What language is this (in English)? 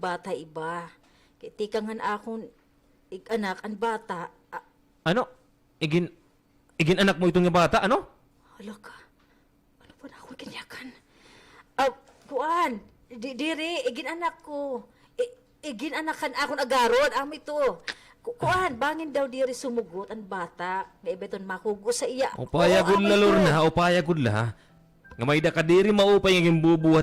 Waray